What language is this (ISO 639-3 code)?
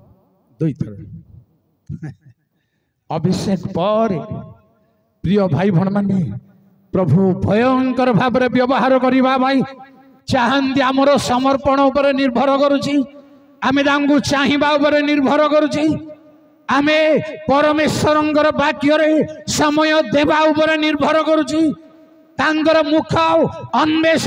ori